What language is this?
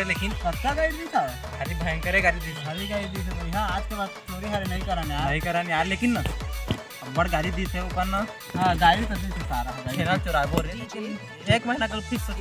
Chhattisgarhi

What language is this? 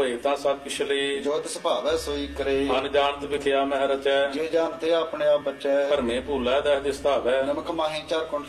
Punjabi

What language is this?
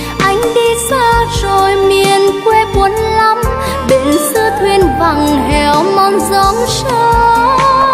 Vietnamese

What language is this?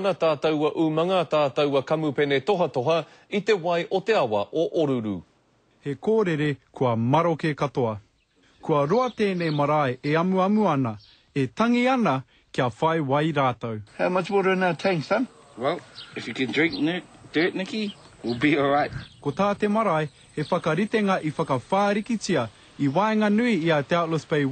Māori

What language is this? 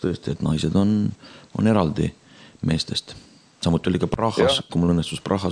Estonian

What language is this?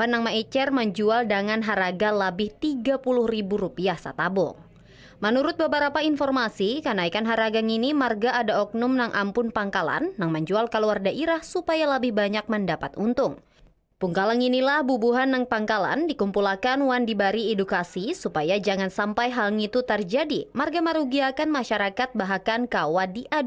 Banjar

